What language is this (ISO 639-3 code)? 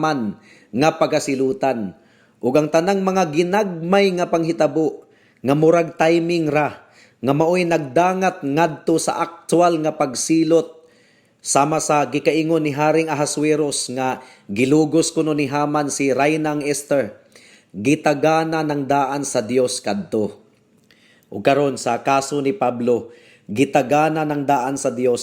ceb